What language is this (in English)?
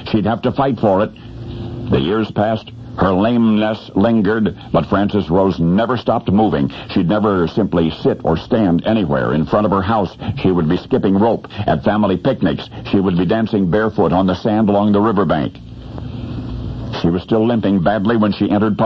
English